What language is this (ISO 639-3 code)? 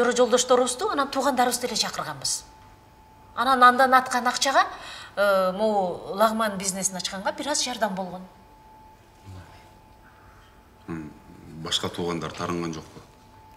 kir